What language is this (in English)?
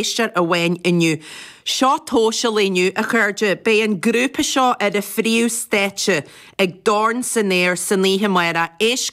Irish